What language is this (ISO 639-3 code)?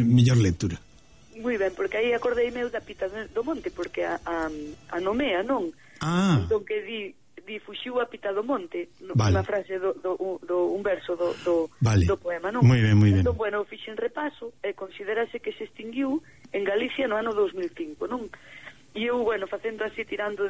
glg